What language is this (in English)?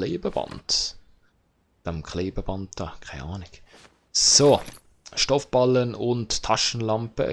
Swiss German